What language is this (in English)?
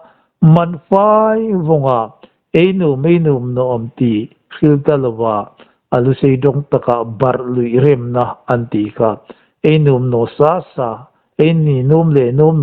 Hmar